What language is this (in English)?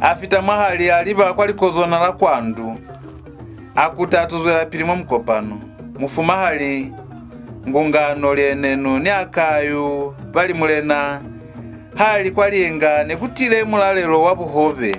Lozi